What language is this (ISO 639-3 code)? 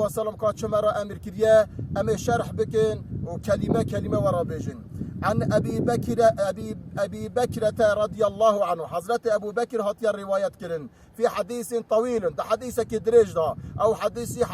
kur